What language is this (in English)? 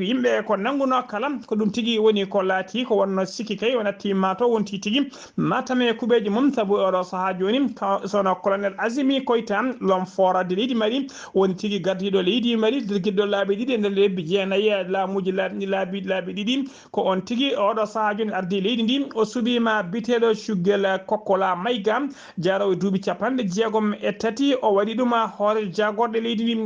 Fula